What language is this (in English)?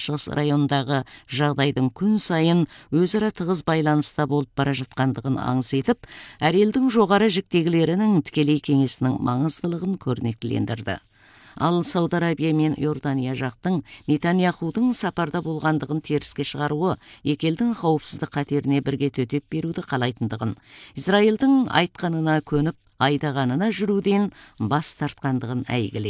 Kazakh